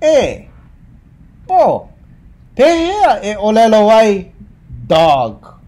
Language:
Hawaiian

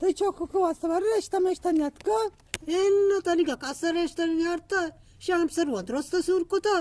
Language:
Eastern Balochi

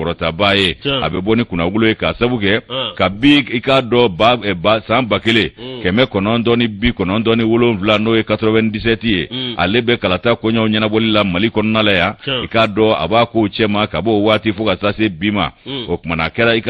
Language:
Bambara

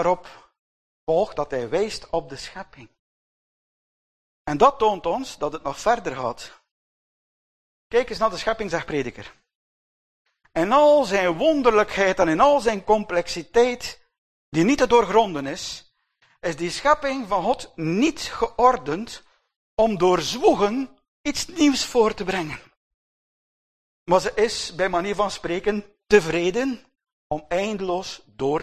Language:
Dutch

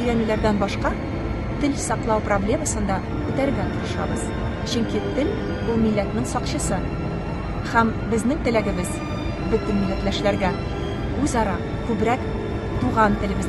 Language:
Tatar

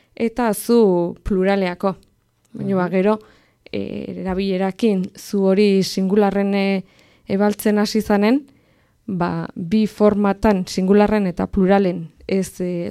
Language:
Basque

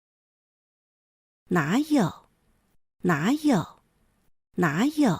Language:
Hakka Chinese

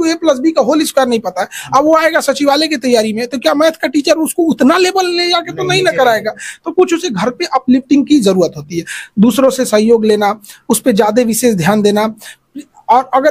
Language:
Hindi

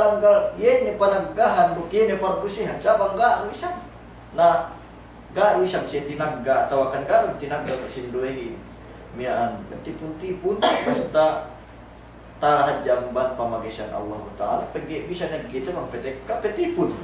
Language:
Yakan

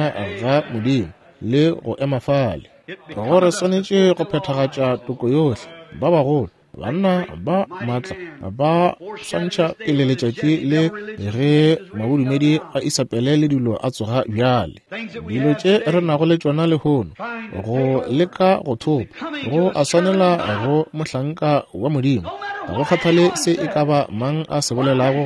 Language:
Northern Sotho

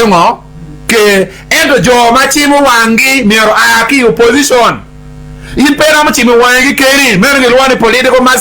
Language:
Acoli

